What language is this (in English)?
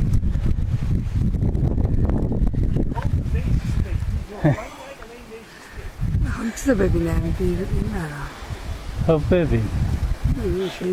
Persian